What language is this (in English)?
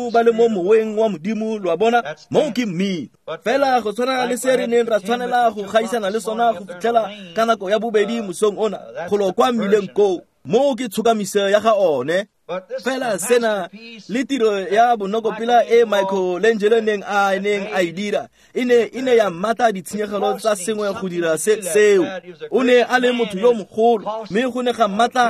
Tswana